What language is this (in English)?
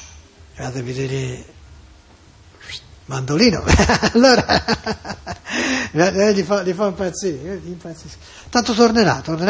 Italian